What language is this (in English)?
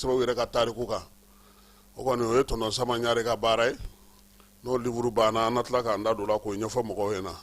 Bambara